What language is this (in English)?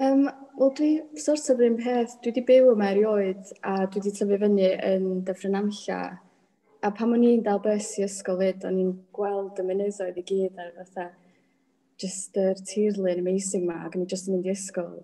Welsh